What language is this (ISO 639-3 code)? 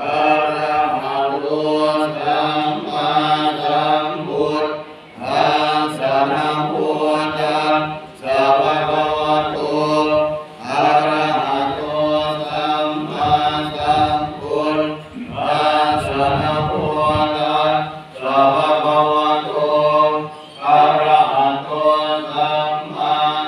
pli